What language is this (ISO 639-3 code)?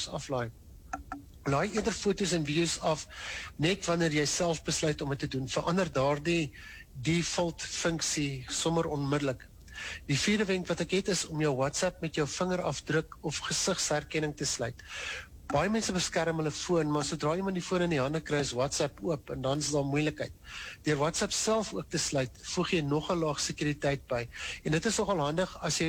afr